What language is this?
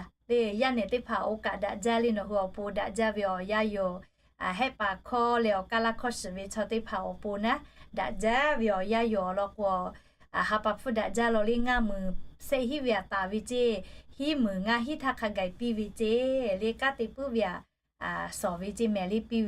Lahu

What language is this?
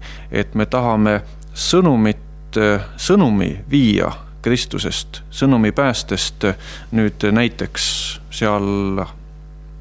Estonian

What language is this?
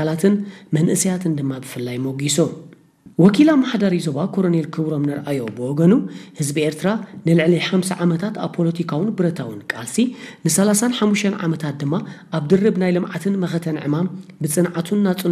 Tigrinya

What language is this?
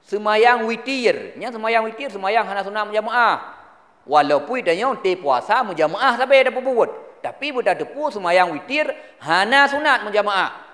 Achinese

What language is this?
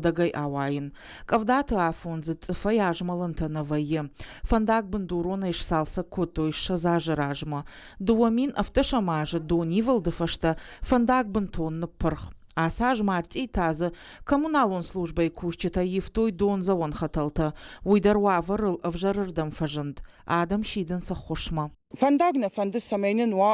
Ossetic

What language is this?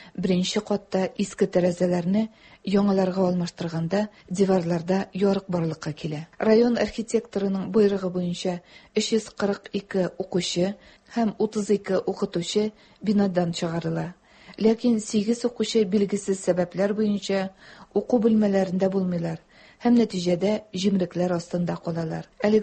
Tatar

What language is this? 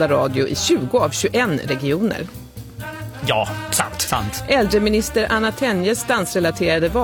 Swedish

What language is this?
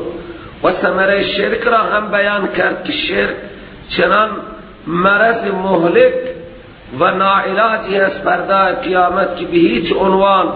Persian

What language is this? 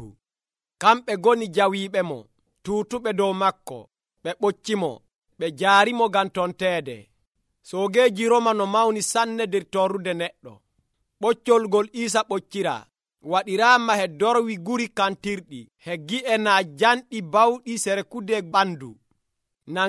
Nigerian Fulfulde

